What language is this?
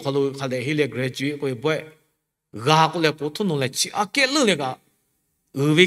Lahu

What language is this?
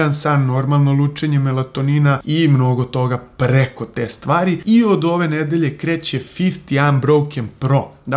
Serbian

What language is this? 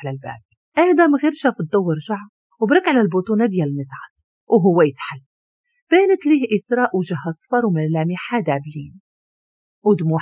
Moroccan Arabic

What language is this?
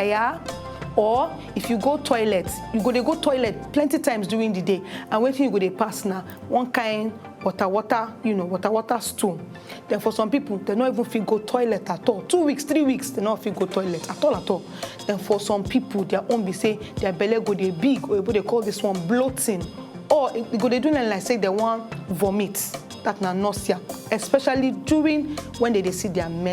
Nigerian Pidgin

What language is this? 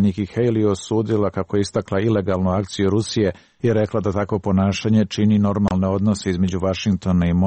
Serbian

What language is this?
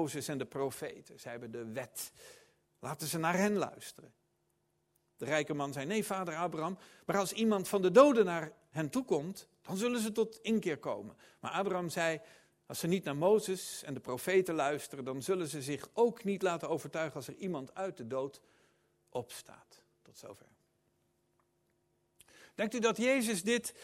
Dutch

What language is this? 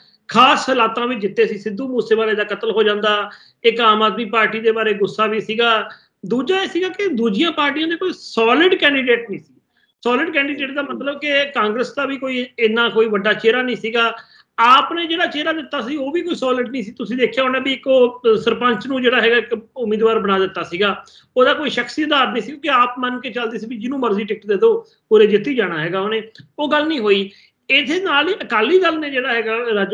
Punjabi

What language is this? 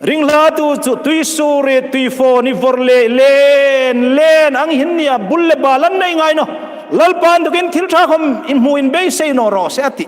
Hmar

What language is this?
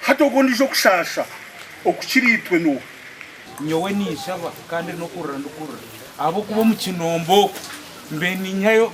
Nyankole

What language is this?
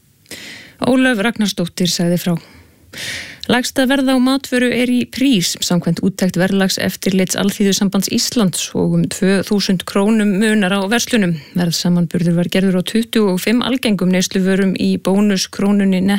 Icelandic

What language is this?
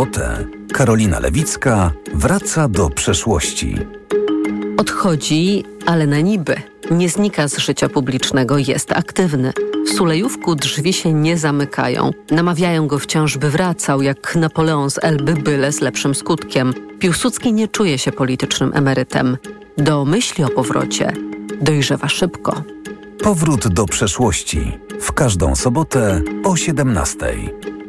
Polish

